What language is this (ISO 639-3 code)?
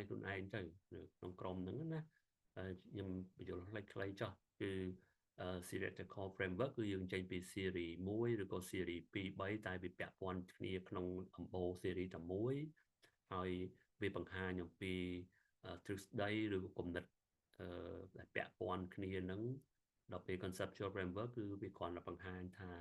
khm